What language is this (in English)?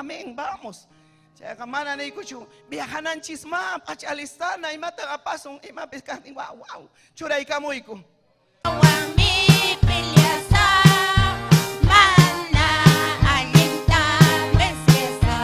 Ayacucho Quechua